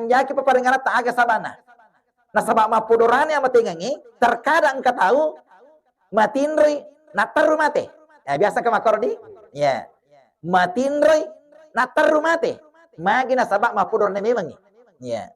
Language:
Buginese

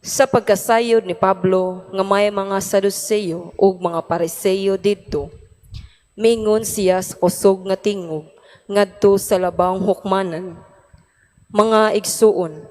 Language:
Cebuano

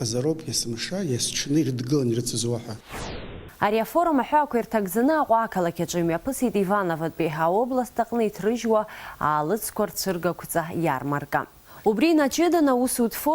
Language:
Abkhazian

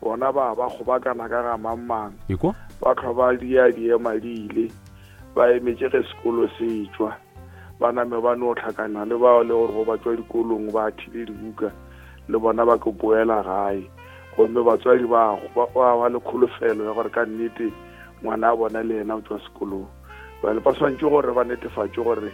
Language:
Northern Sotho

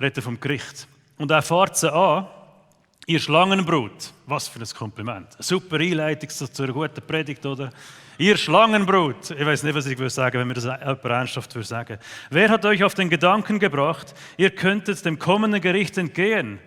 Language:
Swiss German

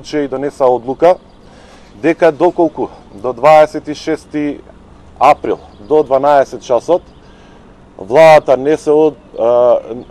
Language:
Macedonian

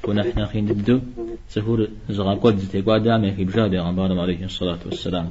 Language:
Kabardian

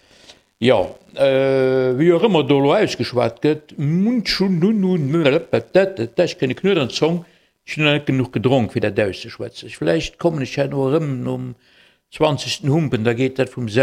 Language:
Luxembourgish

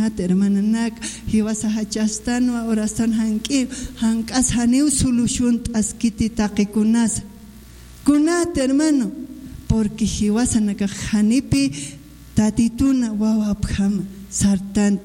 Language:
Aymara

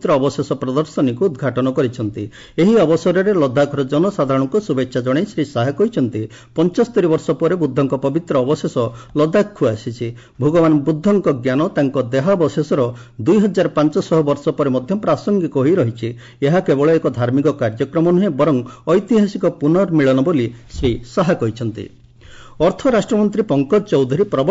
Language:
Odia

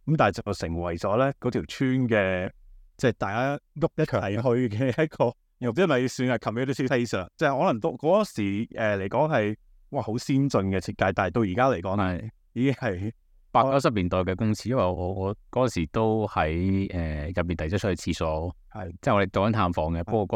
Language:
Cantonese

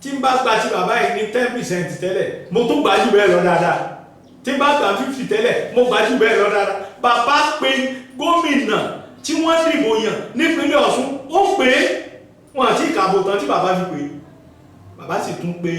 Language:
Yoruba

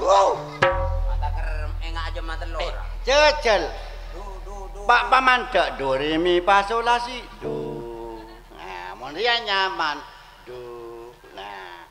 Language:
Madurese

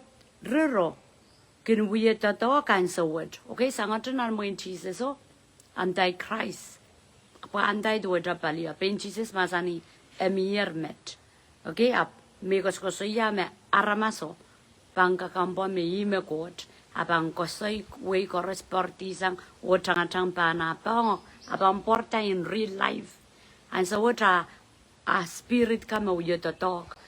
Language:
Pohnpeian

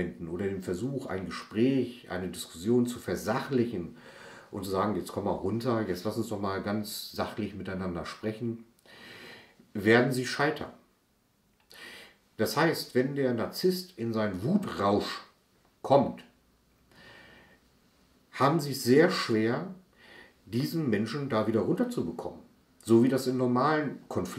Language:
German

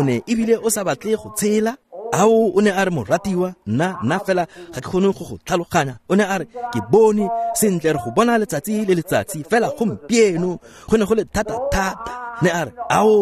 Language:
Tswana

